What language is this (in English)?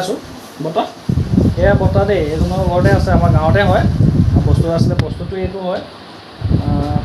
Assamese